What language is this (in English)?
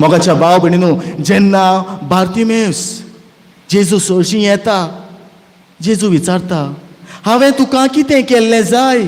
Konkani